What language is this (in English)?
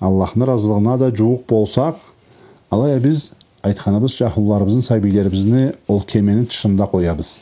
Karachay-Balkar